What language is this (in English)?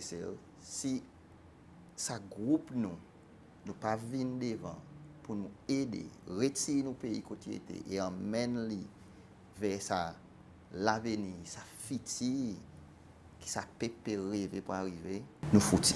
Seselwa Creole French